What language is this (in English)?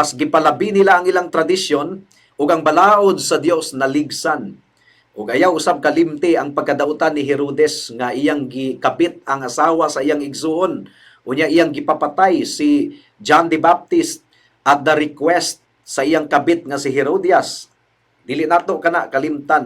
Cebuano